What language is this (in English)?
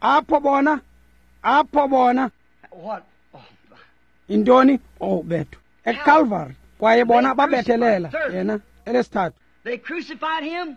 Xhosa